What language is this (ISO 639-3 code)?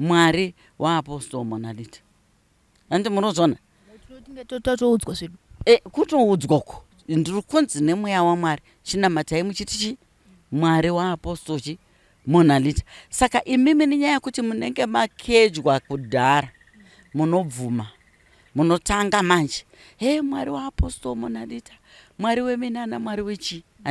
sna